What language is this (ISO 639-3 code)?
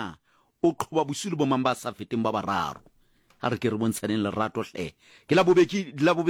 sot